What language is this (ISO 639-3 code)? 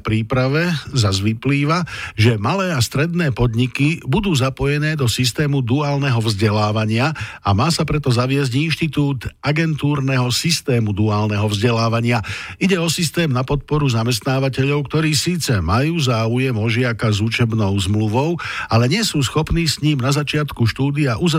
slk